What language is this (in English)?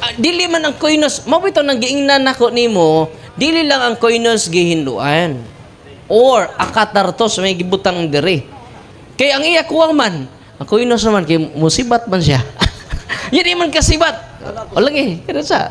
Cebuano